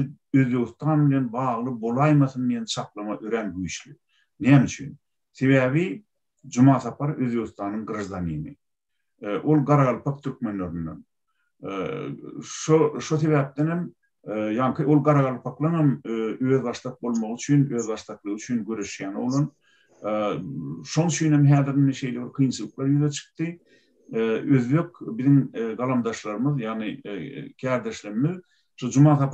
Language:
Turkmen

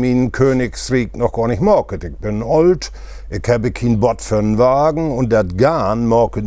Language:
Low German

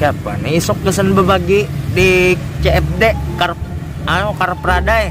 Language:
Banjar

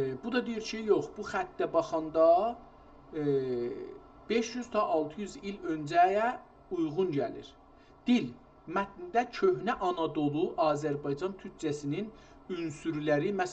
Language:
South Azerbaijani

